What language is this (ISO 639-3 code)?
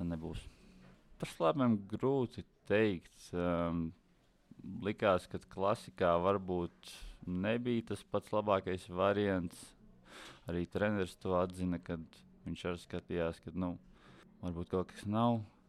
lav